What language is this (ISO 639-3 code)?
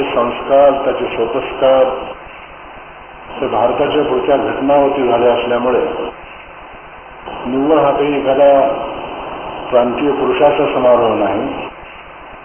mar